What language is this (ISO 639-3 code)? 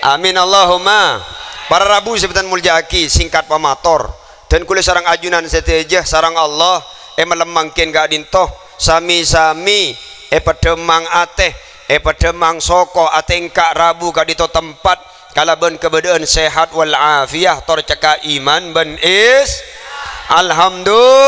mad